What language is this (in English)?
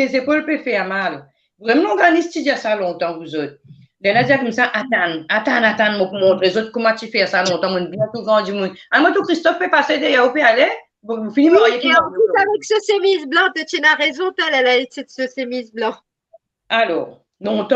Morisyen